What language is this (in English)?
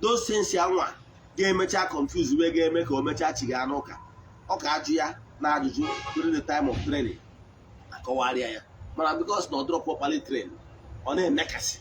Igbo